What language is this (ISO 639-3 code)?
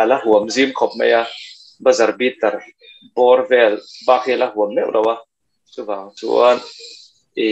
lus